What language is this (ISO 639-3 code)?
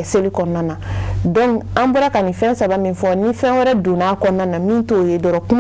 bam